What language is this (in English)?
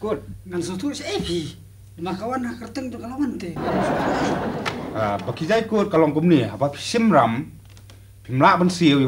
Khasi